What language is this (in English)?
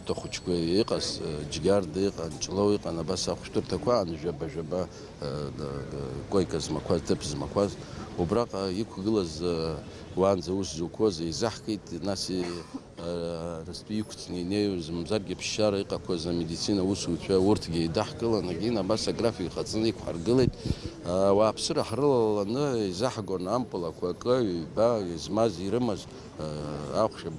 Abkhazian